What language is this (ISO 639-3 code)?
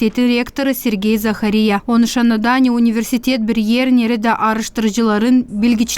gag